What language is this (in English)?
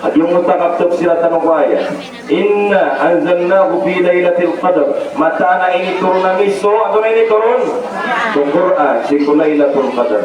Maranao